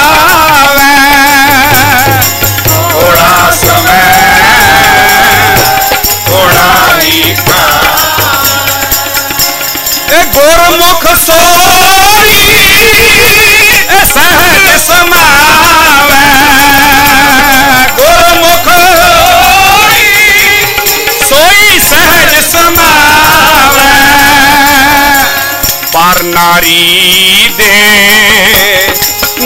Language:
Punjabi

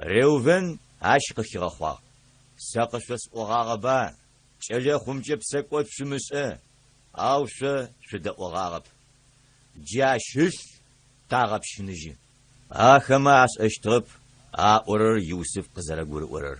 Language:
Adyghe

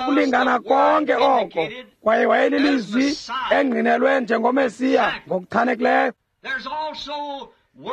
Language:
Xhosa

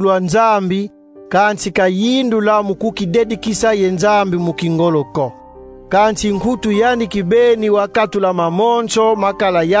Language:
Kongo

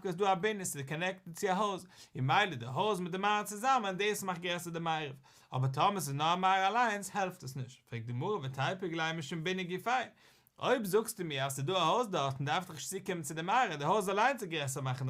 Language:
Yiddish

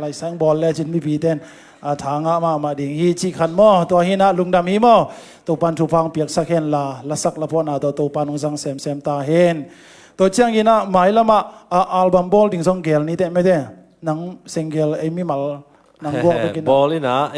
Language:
Tedim Chin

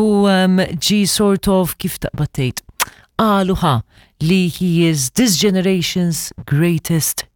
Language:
Maltese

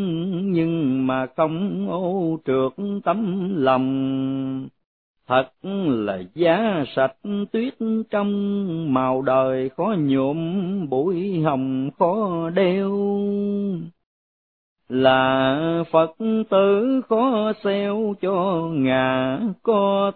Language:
Vietnamese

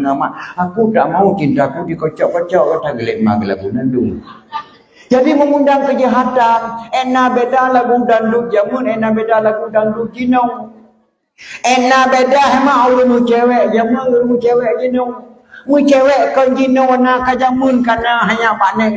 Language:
Achinese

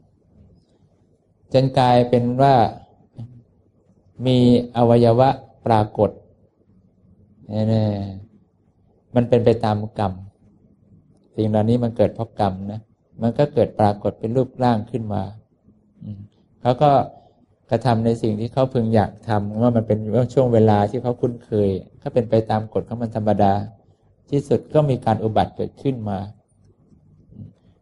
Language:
Thai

